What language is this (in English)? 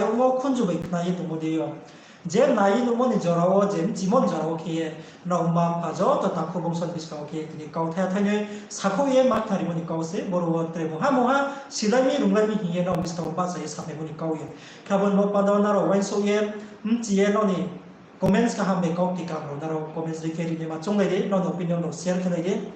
Riang (India)